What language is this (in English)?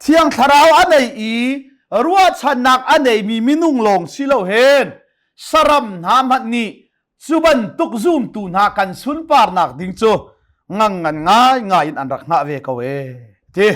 Hakha Chin